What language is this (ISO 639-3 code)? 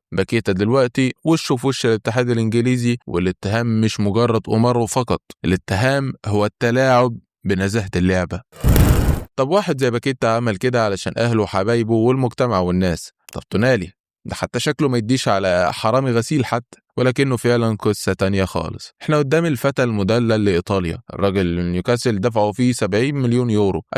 arz